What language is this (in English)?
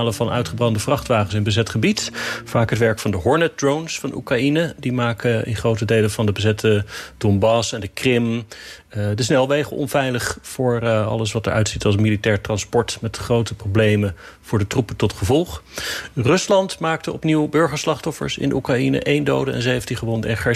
Dutch